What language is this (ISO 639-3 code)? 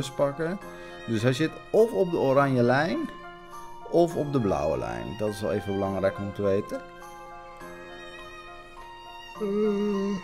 nld